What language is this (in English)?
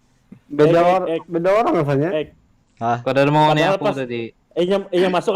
Banjar